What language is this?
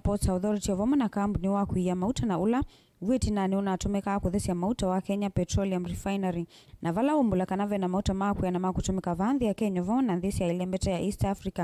Kamba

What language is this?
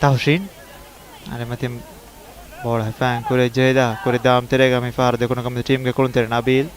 Divehi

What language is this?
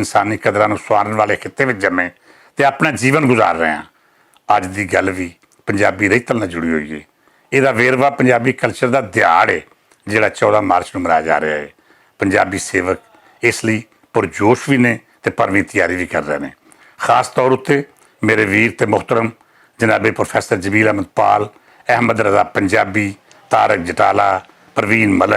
Western Panjabi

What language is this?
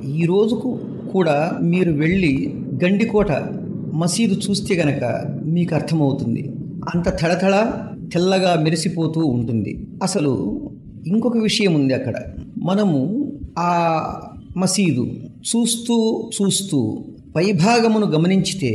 Telugu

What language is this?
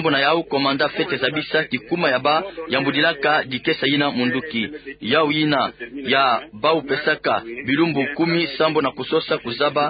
Kituba (Democratic Republic of Congo)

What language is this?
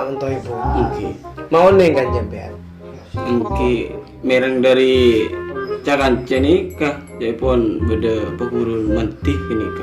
Madurese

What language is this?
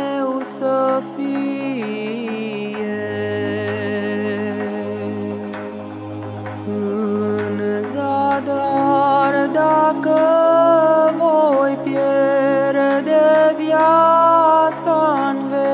Romanian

